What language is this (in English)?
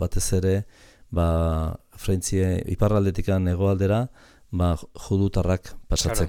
Basque